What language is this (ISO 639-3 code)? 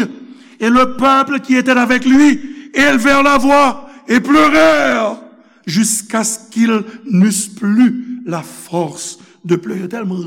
hat